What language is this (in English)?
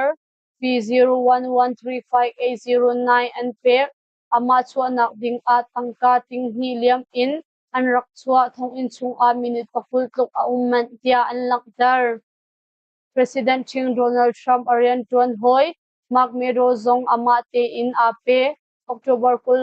Hakha Chin